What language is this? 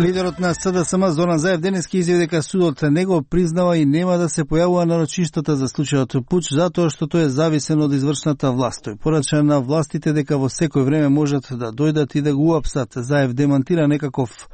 Macedonian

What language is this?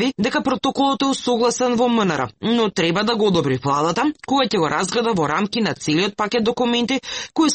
Macedonian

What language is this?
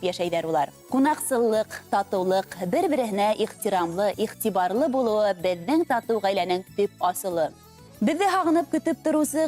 Bashkir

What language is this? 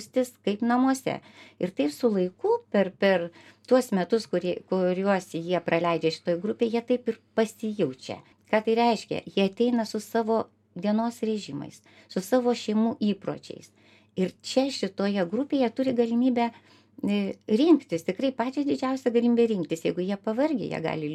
Lithuanian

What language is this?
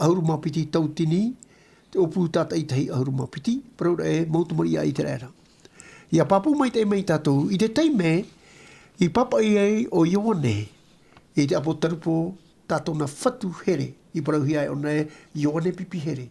Tahitian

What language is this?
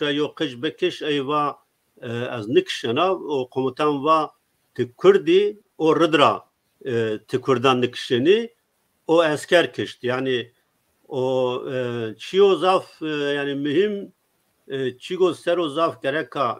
Zaza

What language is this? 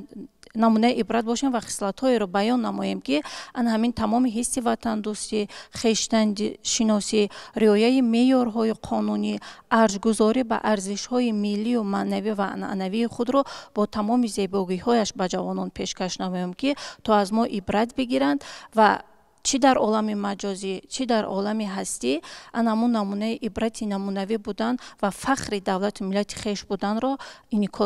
Tajik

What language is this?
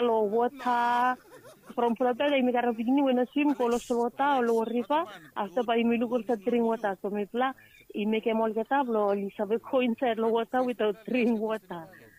Bislama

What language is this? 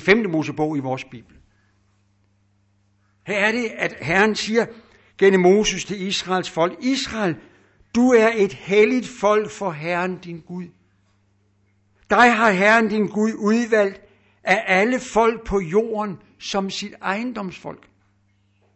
Danish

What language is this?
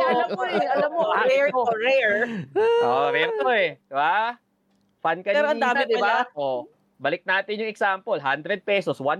Filipino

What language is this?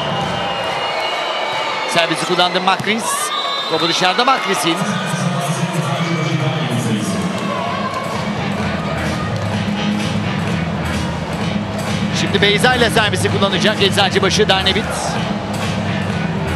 Turkish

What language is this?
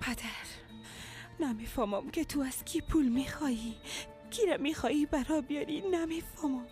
Persian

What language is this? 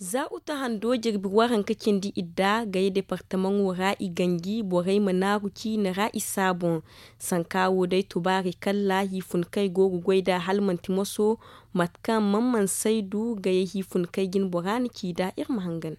Zarma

